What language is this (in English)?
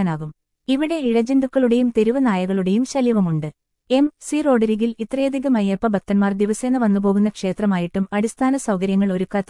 Malayalam